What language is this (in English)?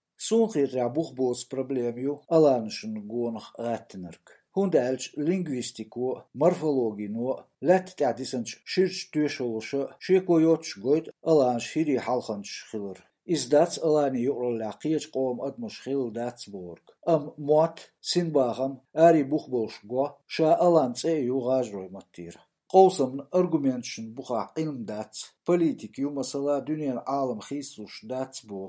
Chechen